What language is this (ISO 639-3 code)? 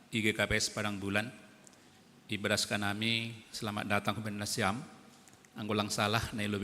bts